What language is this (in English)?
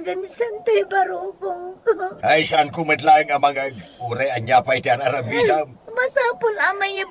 Iloko